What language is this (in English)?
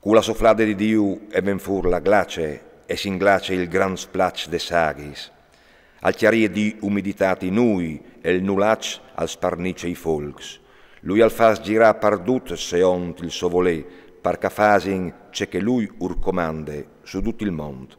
Friulian